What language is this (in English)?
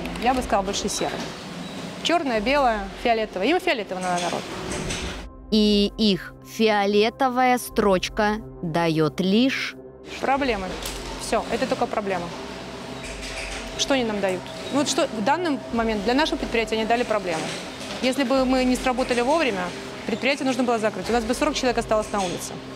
Russian